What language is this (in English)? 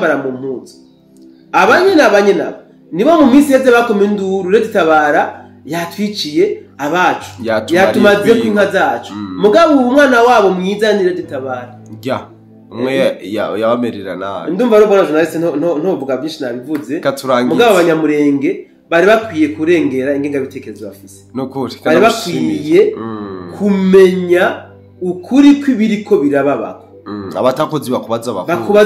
Rundi